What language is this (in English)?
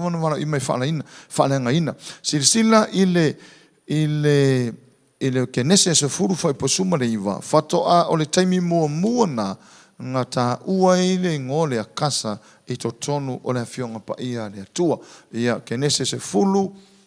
Samoan